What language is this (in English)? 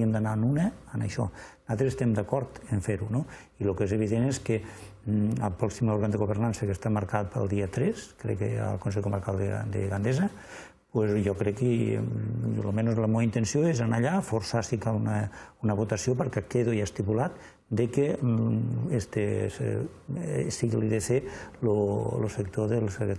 Catalan